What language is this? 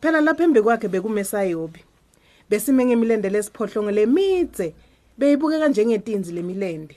Swati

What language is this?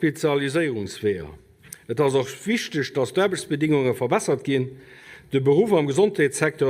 Luxembourgish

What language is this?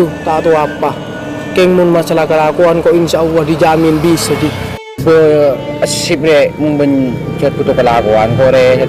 Madurese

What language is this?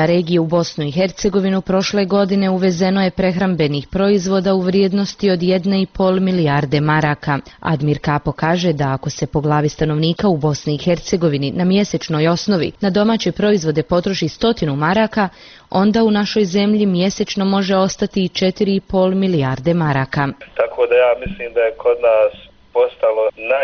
Bosnian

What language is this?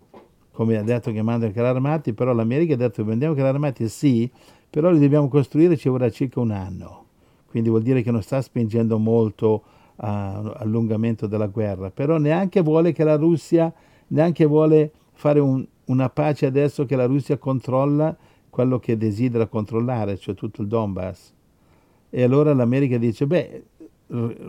Italian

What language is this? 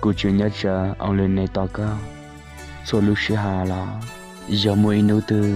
Hmong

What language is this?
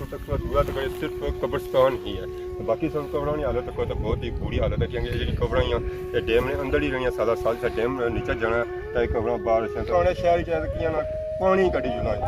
Pahari-Potwari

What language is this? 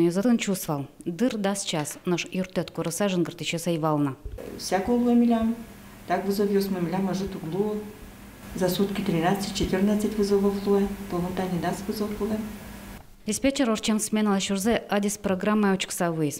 Udmurt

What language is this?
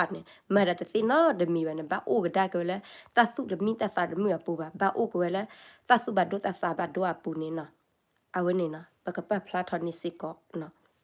S'gaw Karen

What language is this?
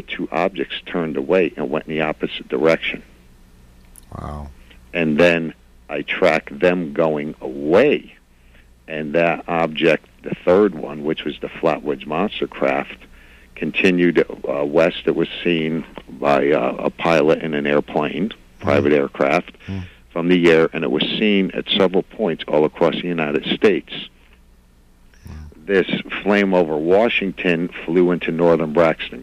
English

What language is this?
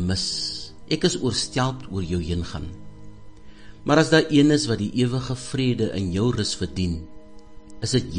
Afrikaans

